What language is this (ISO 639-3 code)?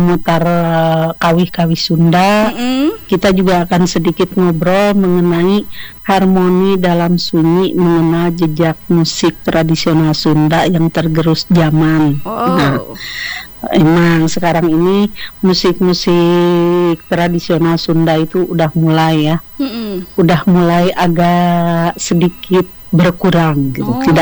ind